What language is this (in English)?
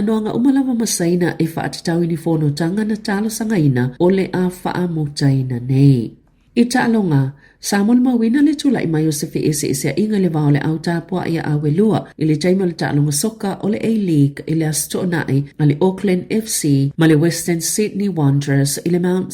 Samoan